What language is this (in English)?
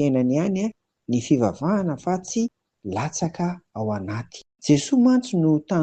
Malagasy